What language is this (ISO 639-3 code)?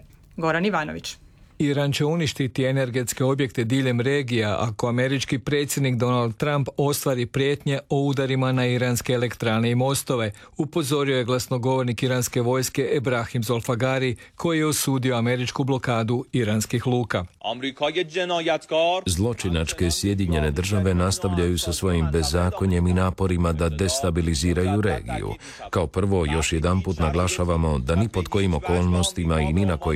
hrv